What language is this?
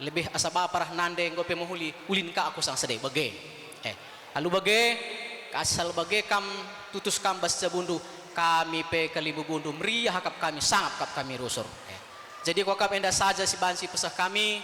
Batak Karo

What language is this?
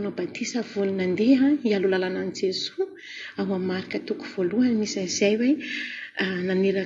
Malagasy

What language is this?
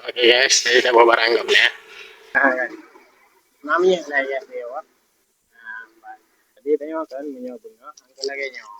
Achinese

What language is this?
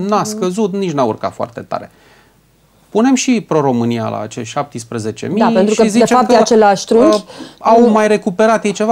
Romanian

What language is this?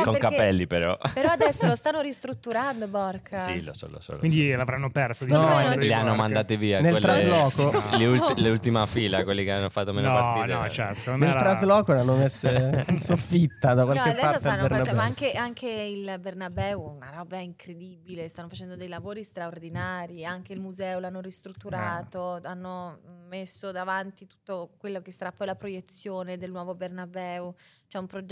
Italian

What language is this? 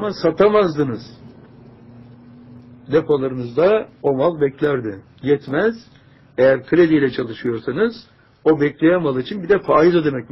Turkish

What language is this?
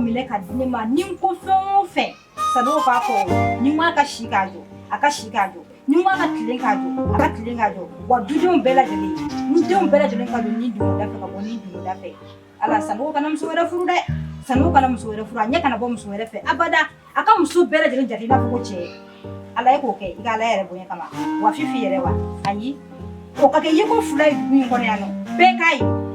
Bambara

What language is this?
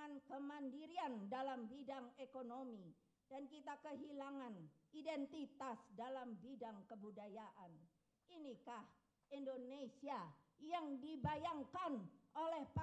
Indonesian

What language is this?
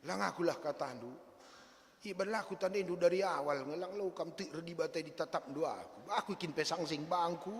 Batak Karo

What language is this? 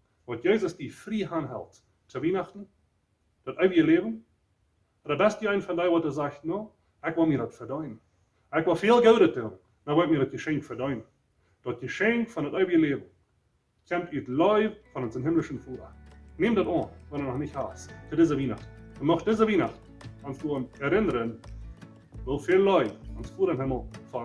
Plautdietsch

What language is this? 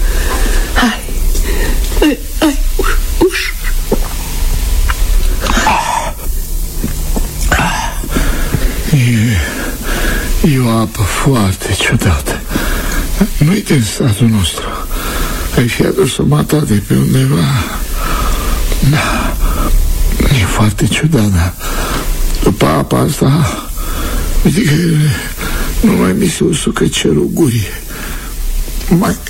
Romanian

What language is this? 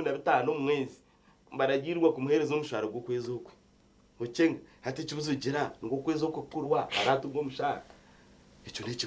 Nyankole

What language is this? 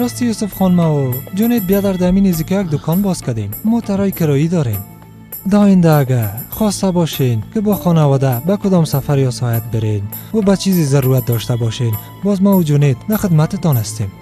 Persian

